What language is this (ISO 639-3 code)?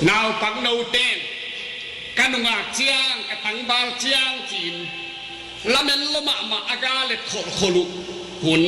ctd